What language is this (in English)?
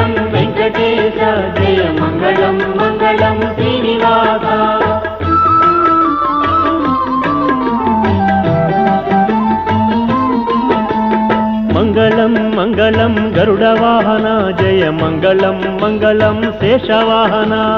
Telugu